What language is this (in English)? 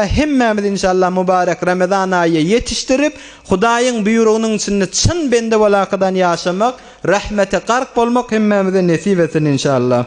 Turkmen